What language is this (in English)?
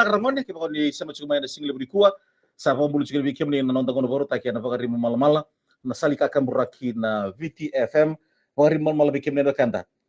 Fijian